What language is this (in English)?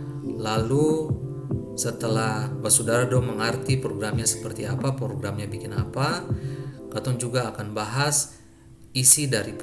Ambonese Malay